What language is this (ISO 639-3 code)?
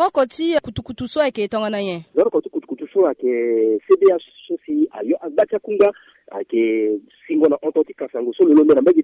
sag